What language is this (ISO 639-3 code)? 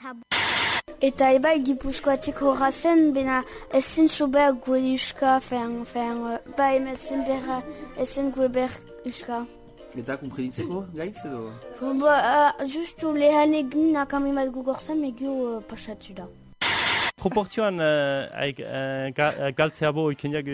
eus